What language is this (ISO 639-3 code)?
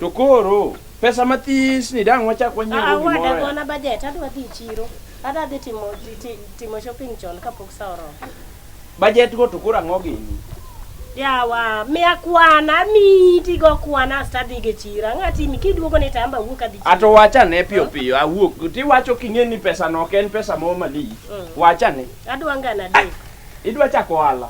luo